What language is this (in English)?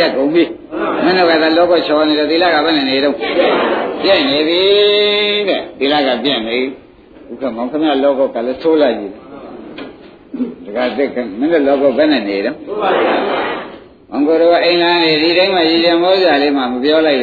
Burmese